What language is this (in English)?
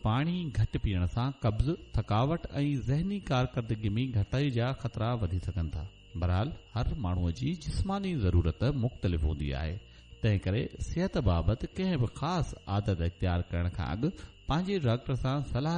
Sindhi